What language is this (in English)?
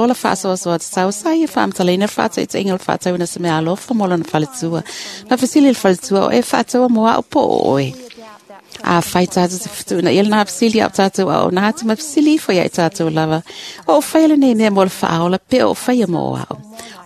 Samoan